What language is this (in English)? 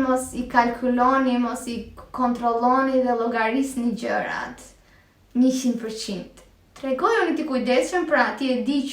Albanian